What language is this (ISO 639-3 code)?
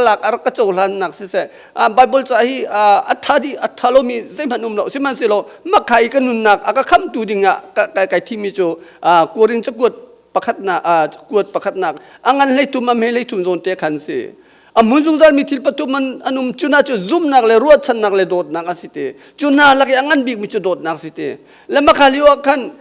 cnh